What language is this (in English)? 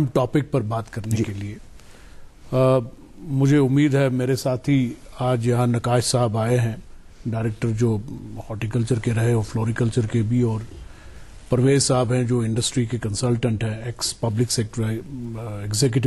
Urdu